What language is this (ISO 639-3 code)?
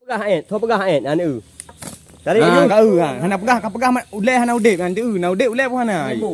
ace